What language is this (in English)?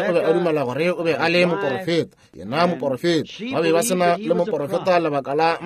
Northern Sotho